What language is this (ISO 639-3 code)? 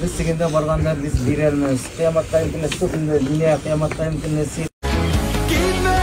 tat